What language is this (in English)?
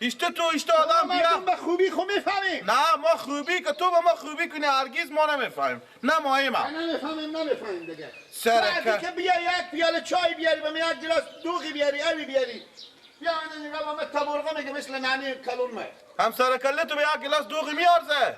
Persian